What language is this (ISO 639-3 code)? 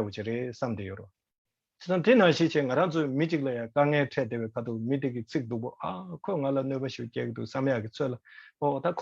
bod